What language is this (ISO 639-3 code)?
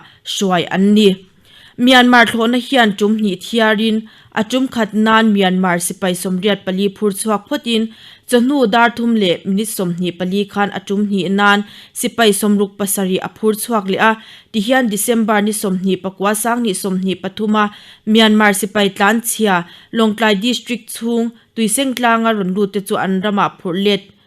lus